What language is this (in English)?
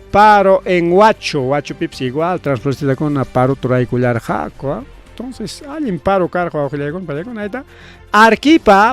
Ayacucho Quechua